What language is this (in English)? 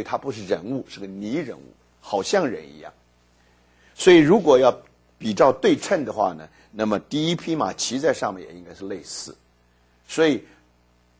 Chinese